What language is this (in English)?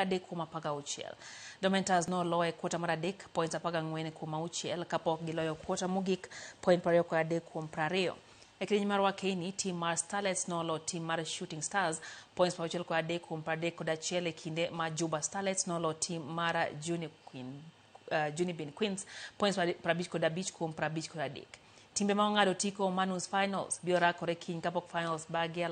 Luo (Kenya and Tanzania)